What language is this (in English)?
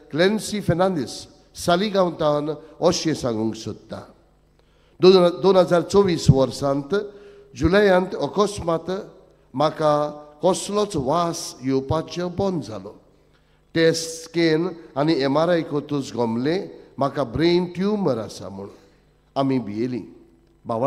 Konkani